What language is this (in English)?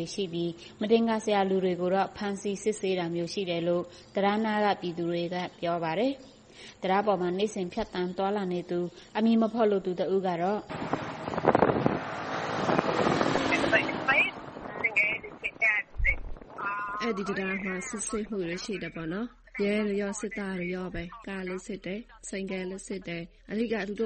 Burmese